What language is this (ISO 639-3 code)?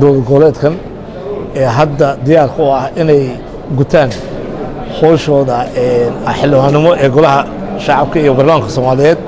som